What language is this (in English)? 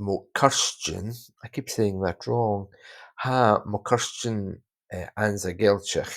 Scottish Gaelic